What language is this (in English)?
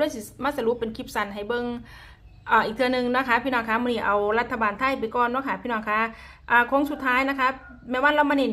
Northeastern Thai